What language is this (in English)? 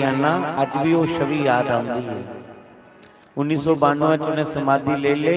Dogri